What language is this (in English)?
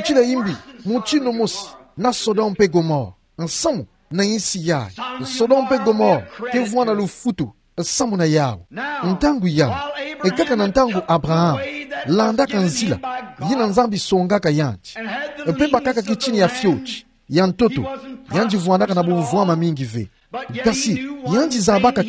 Kituba (Democratic Republic of Congo)